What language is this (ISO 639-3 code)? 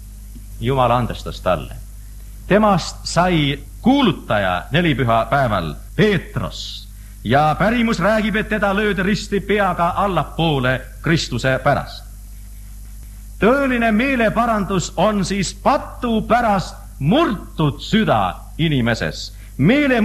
est